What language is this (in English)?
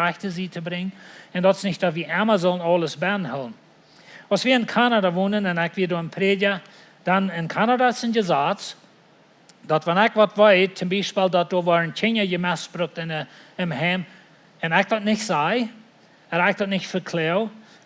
Plautdietsch